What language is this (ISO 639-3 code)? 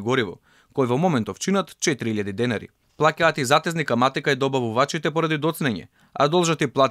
mkd